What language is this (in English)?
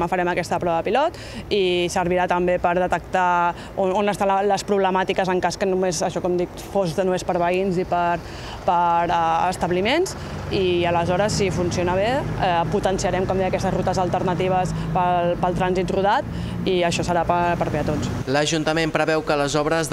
Catalan